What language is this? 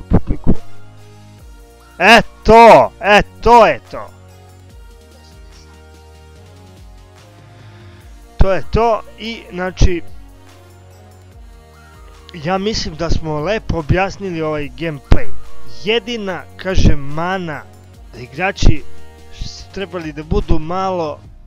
Serbian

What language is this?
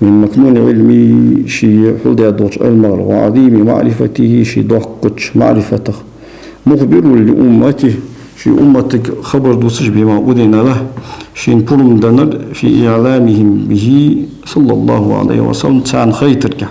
Ingush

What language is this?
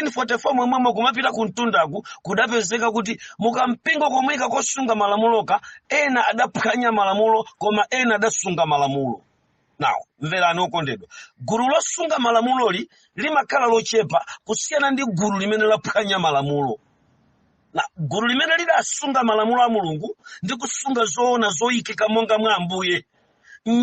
Nyanja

